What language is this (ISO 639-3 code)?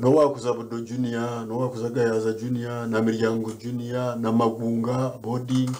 nyn